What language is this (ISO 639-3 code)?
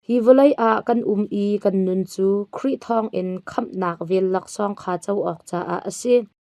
cnh